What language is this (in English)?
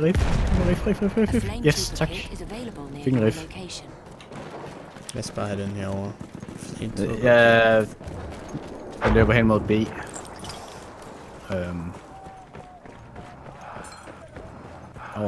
Danish